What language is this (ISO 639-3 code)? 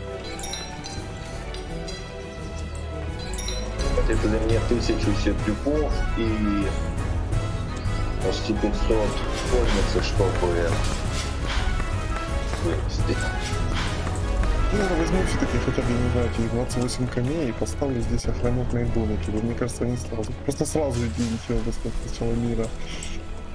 rus